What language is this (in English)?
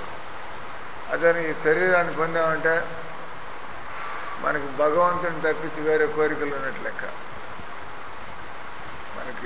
Telugu